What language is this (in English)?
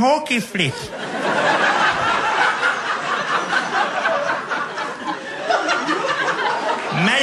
Hungarian